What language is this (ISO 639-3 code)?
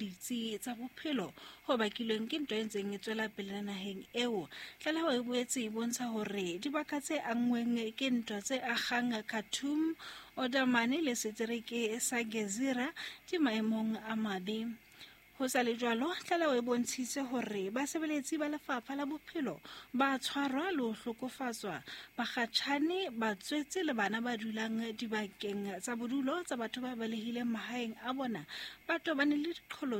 sot